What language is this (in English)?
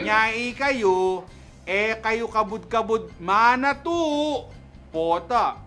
Pampanga